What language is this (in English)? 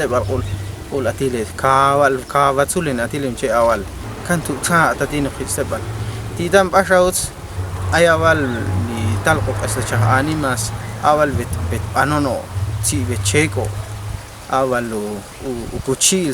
Ixil